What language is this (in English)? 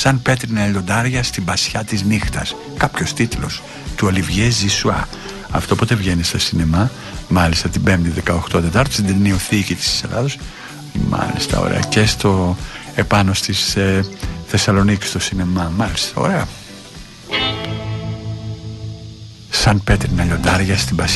Greek